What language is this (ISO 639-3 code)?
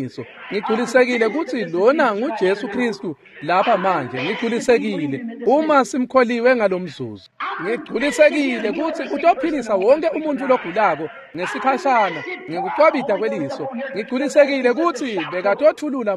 ssw